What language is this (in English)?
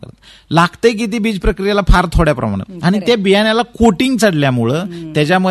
Marathi